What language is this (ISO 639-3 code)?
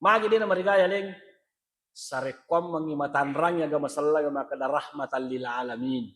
bug